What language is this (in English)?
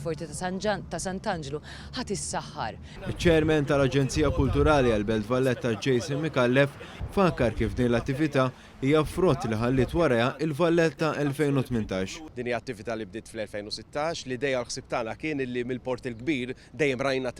Maltese